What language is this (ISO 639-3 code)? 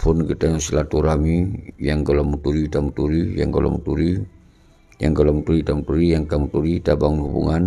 ace